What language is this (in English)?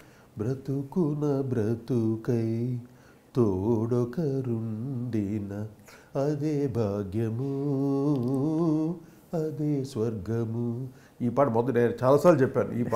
Telugu